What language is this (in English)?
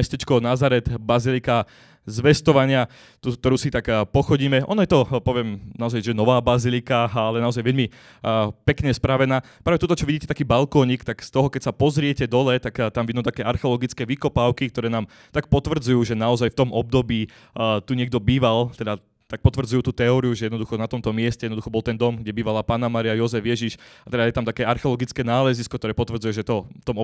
Slovak